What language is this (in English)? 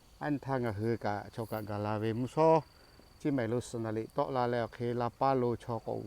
Lahu